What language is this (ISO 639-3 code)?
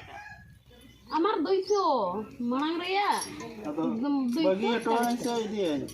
sat